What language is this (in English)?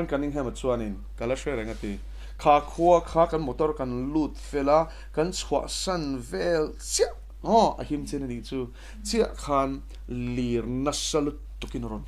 Mizo